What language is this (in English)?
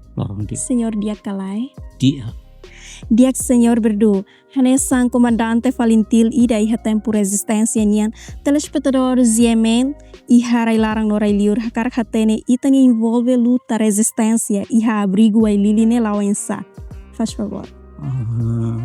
Tetum